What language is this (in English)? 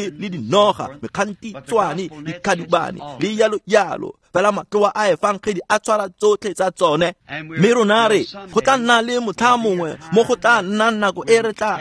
Tswana